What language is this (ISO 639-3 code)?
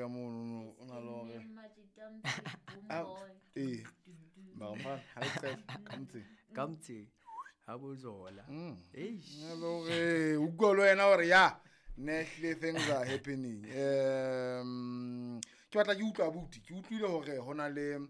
sot